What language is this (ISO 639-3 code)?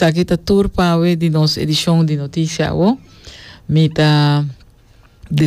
pap